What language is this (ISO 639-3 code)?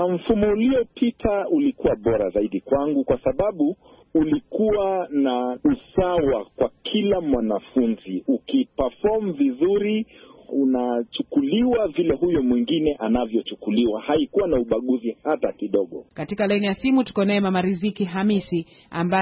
swa